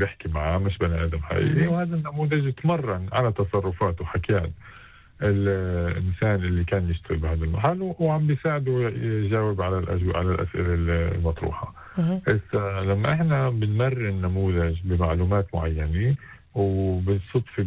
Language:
North Levantine Arabic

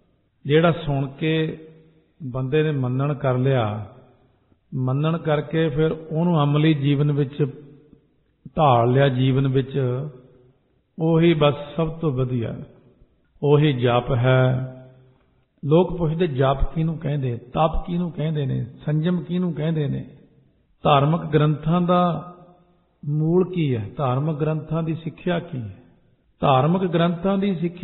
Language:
Punjabi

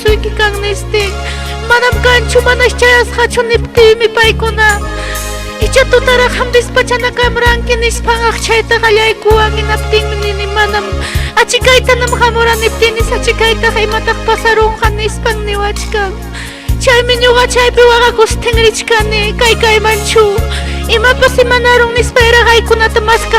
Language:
Ayacucho Quechua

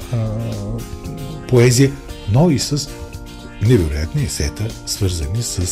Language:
Bulgarian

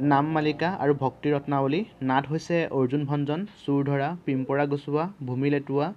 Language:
Assamese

